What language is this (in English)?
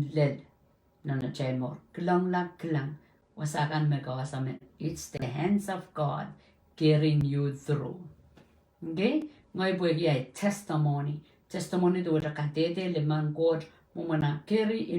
Pohnpeian